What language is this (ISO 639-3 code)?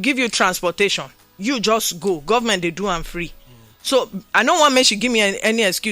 pcm